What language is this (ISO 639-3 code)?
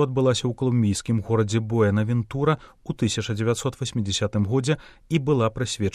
bel